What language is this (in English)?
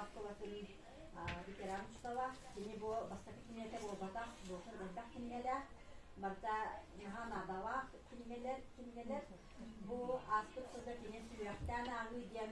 Yakut